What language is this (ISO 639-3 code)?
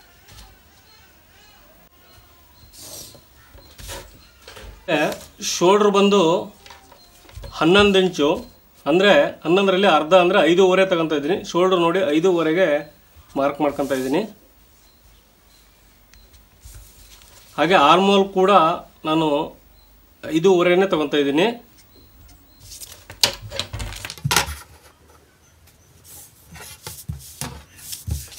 kan